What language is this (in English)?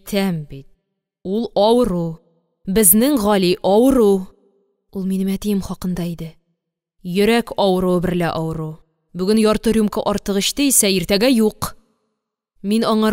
Tatar